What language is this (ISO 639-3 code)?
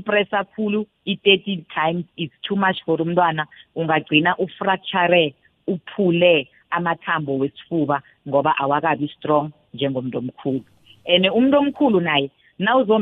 nbl